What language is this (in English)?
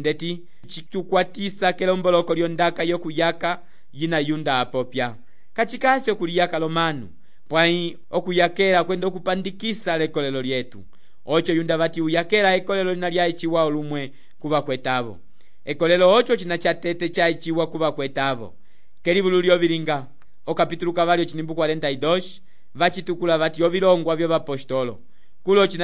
Umbundu